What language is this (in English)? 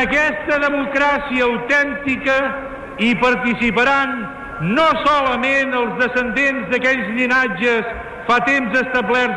Catalan